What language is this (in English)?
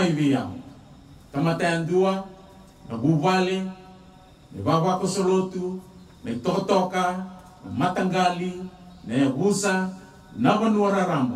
Fijian